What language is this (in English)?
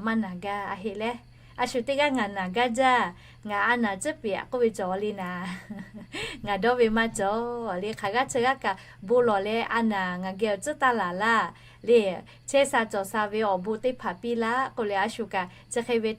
Lahu